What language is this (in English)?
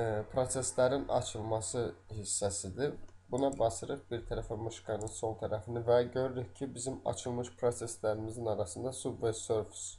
Azerbaijani